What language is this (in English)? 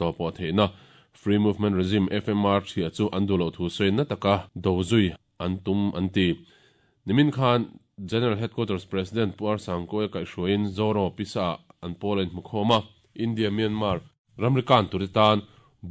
Mizo